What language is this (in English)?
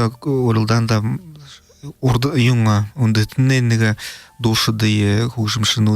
Buriat